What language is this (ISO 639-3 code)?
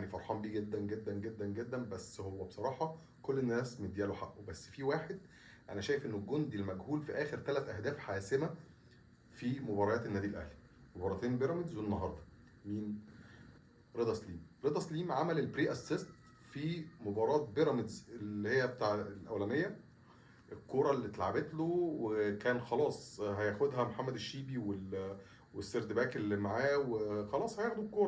arz